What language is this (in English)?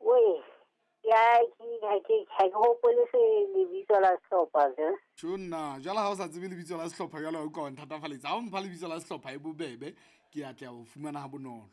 Southern Sotho